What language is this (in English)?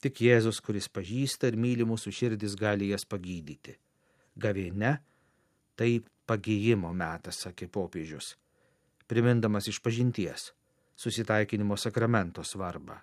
Lithuanian